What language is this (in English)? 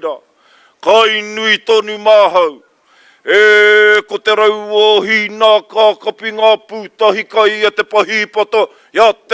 Māori